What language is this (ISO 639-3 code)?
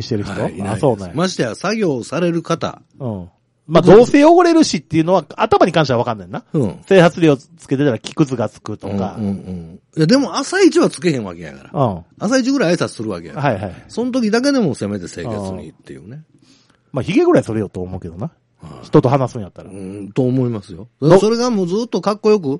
jpn